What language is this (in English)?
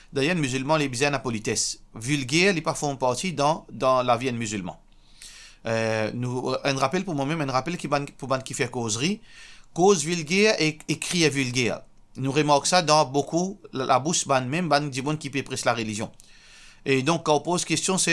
Morisyen